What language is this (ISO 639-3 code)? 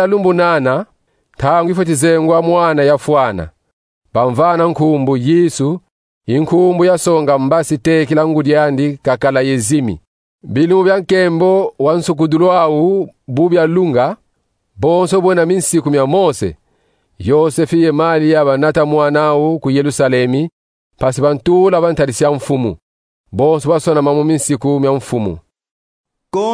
kon